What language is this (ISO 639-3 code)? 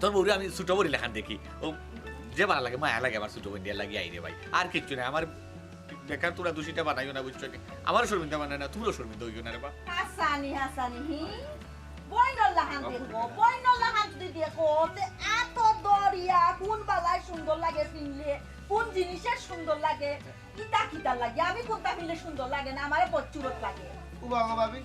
syl